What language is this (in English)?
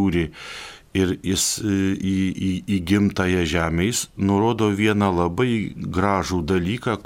Lithuanian